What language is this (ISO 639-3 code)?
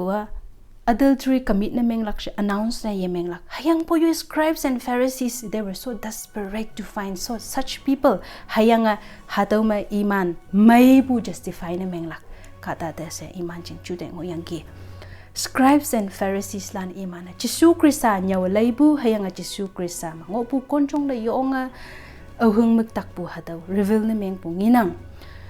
nbe